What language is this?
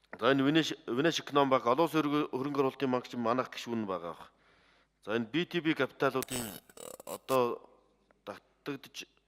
Mongolian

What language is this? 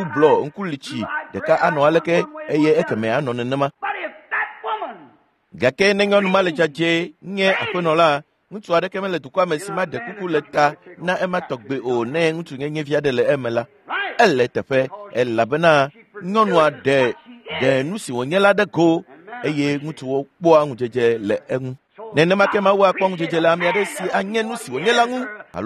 Ewe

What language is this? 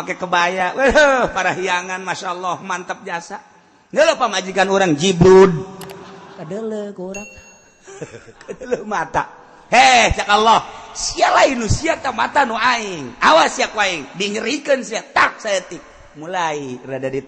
Sundanese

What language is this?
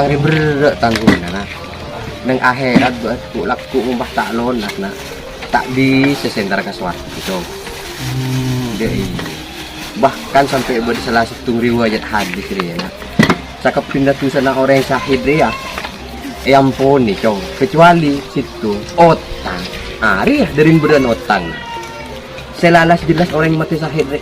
Madurese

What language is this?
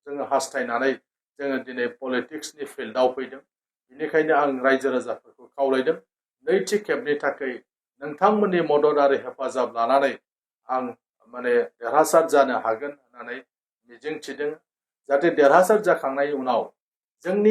Bodo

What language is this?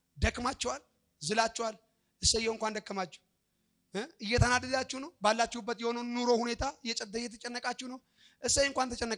Amharic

